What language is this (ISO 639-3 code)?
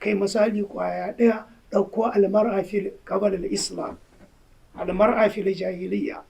hau